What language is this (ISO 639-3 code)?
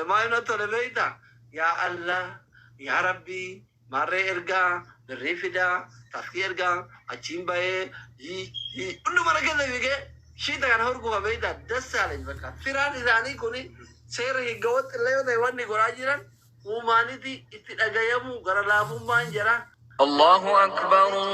orm